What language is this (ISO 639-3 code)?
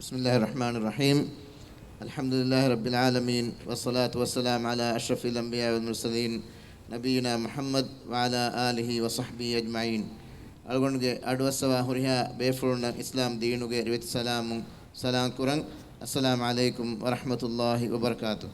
div